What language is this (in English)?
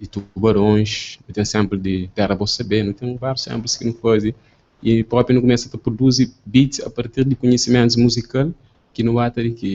Kabuverdianu